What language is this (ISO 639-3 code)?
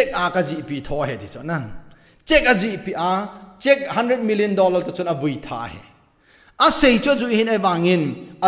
tcz